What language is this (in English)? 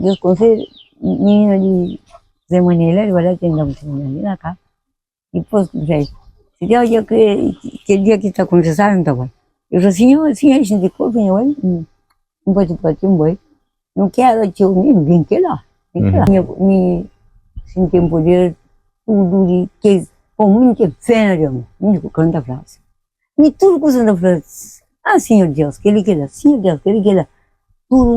Kabuverdianu